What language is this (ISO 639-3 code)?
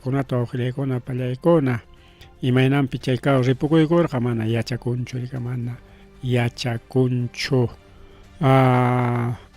quy